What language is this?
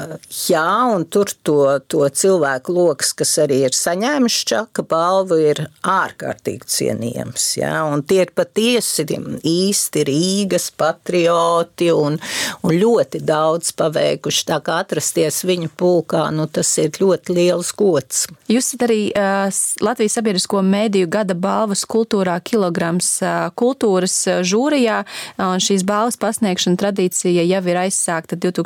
Latvian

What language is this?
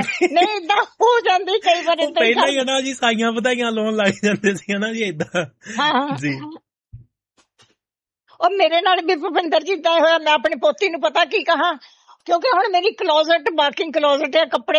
Punjabi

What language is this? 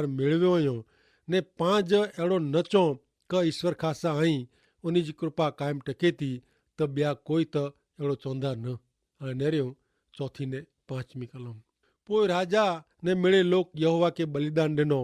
Kachhi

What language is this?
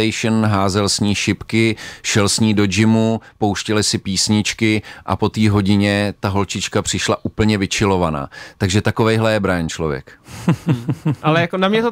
Czech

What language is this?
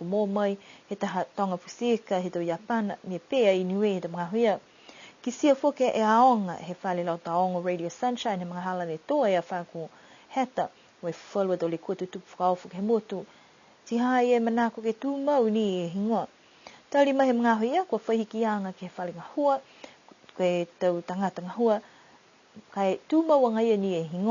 Niuean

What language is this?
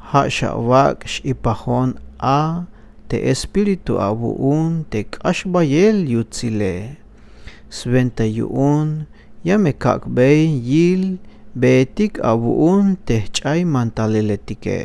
Tzeltal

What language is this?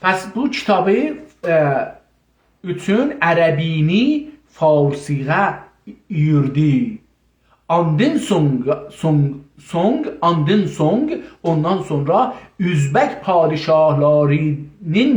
South Azerbaijani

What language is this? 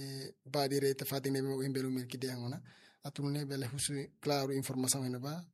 Tetum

